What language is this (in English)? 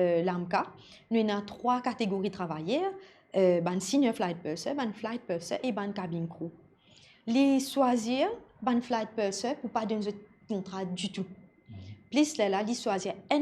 Morisyen